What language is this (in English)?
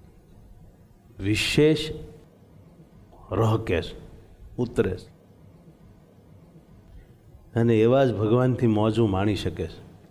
Gujarati